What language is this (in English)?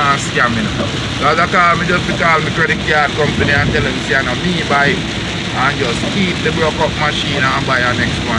Jamaican Creole English